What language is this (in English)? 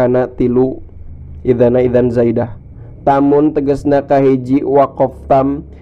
Sundanese